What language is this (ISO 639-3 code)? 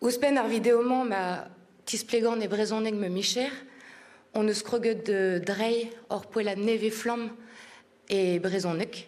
bre